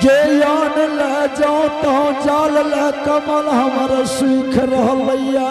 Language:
Angika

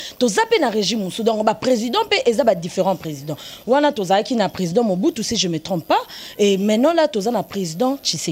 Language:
Lingala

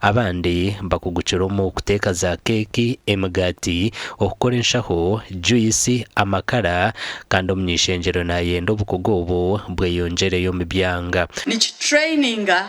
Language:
Nyankole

